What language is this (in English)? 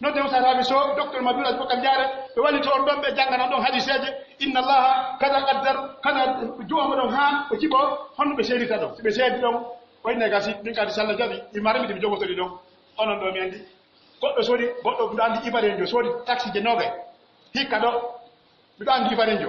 Pular